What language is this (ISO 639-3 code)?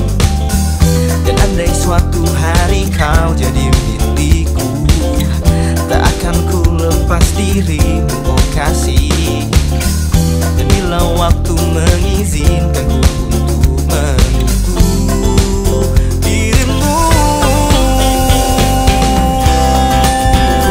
ind